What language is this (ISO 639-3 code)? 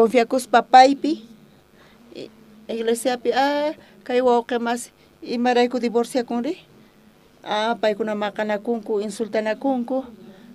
quh